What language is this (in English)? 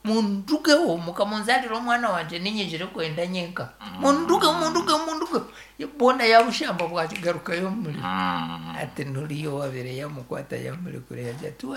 Nyankole